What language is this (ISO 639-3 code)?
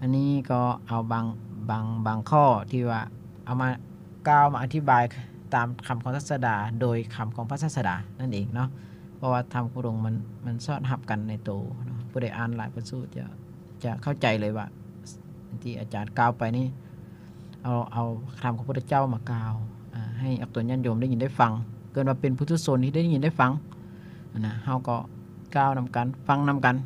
lao